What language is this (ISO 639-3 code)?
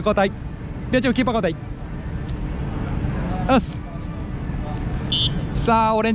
jpn